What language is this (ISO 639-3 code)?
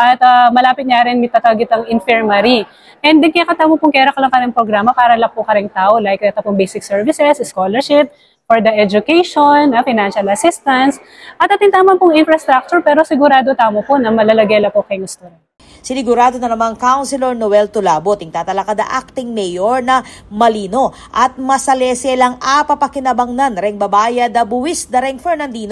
pam